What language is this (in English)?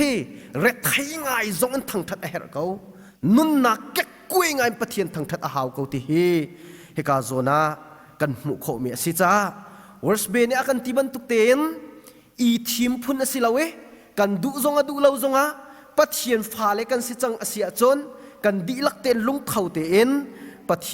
Hakha Chin